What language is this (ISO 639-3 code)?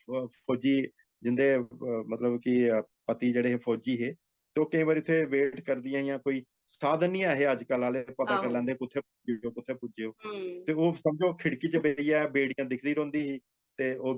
doi